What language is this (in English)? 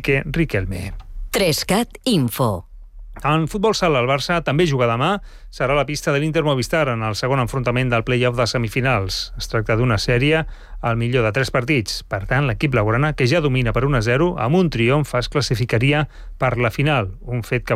Catalan